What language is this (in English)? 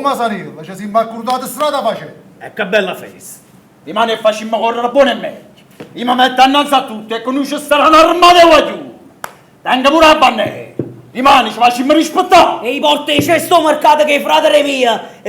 Neapolitan